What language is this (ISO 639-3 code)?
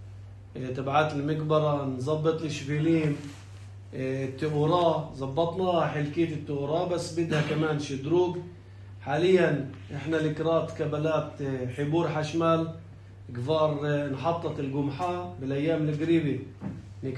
apc